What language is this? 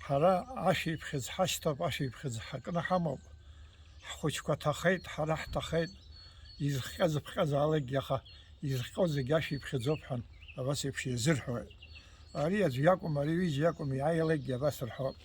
Abkhazian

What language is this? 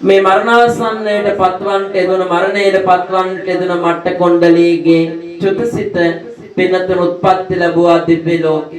Sinhala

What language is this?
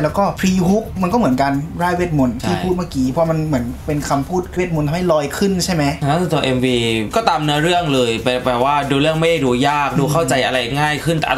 Thai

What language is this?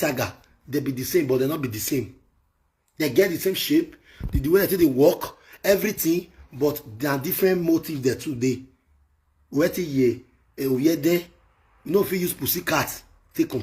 Nigerian Pidgin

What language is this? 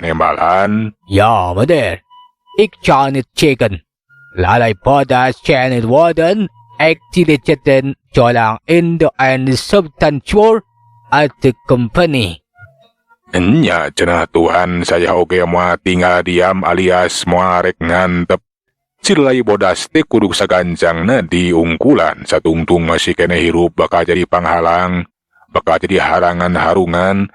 Sundanese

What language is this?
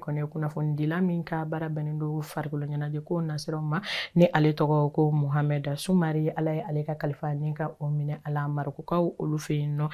Bambara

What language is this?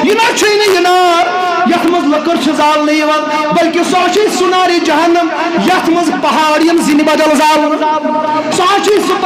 Kashmiri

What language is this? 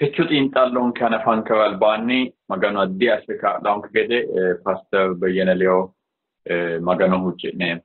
Sidamo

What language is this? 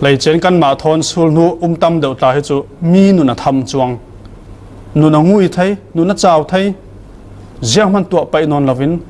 Falam Chin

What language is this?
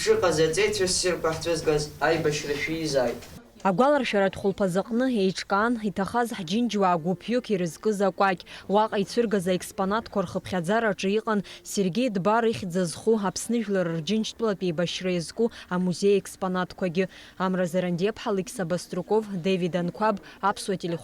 Abkhazian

